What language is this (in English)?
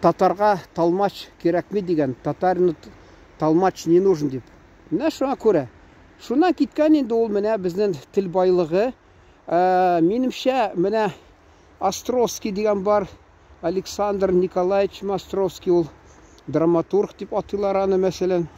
Tatar